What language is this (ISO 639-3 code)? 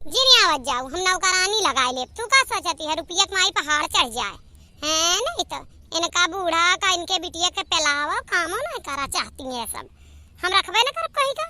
awa